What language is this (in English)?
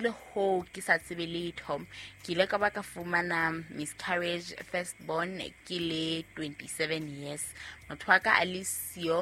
Southern Sotho